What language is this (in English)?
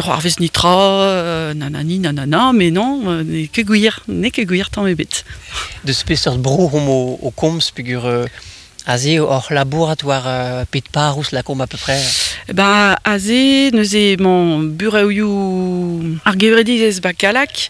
Breton